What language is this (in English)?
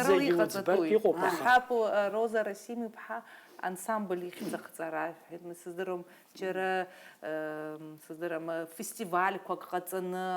Abkhazian